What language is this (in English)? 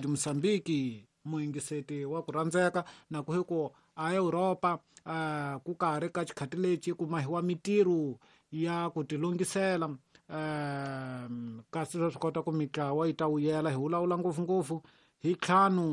Tsonga